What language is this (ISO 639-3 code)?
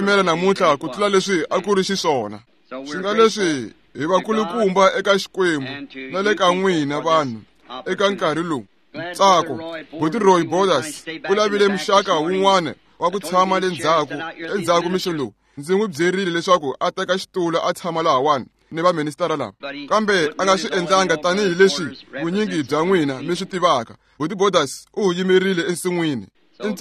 tso